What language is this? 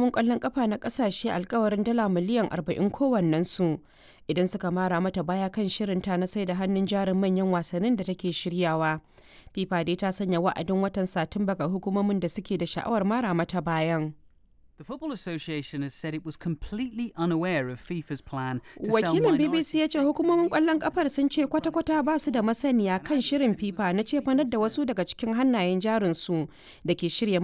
Hausa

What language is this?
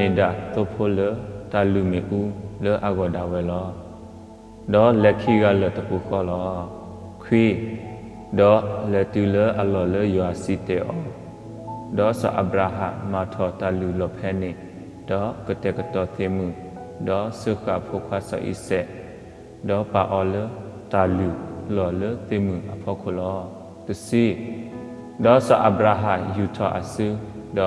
S'gaw Karen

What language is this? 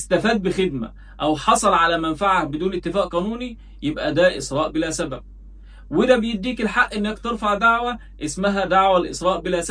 Egyptian Arabic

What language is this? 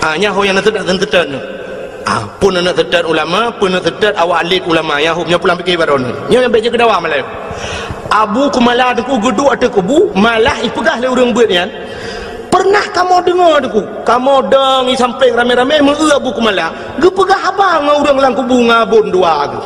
Achinese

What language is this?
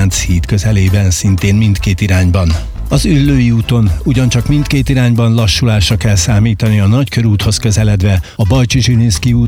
Hungarian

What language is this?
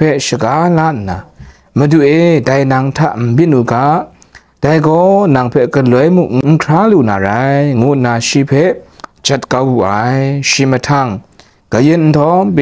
Kachin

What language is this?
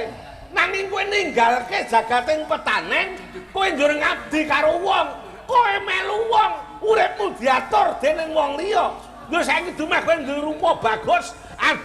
Javanese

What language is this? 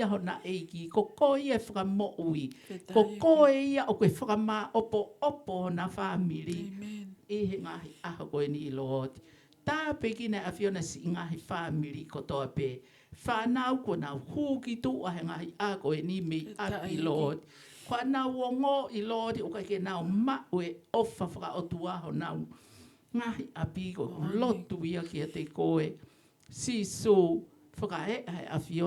Tongan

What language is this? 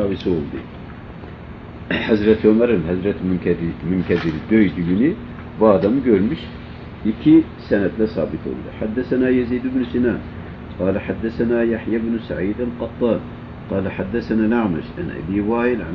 Turkish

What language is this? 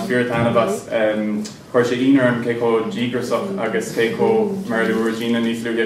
Irish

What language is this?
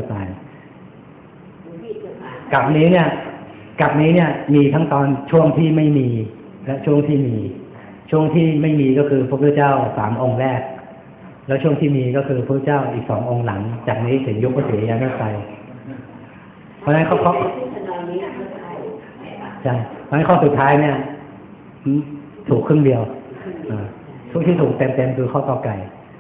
Thai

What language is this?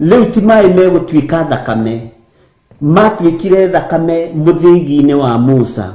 Kikuyu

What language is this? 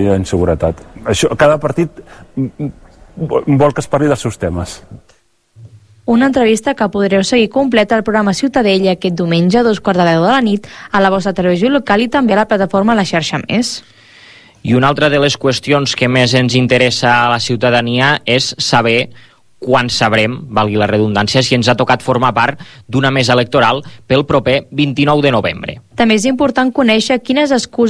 Catalan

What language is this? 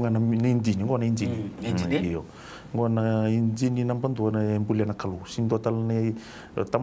Fijian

